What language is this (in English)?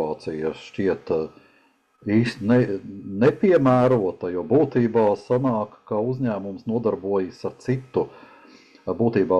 Latvian